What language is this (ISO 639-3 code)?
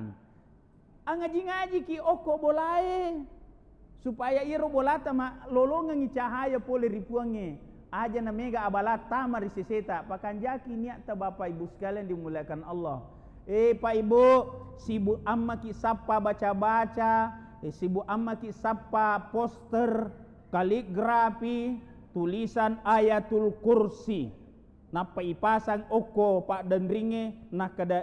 bug